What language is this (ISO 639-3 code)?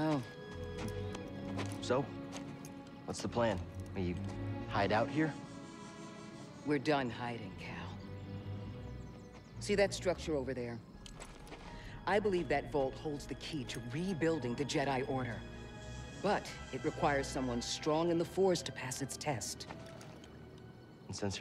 eng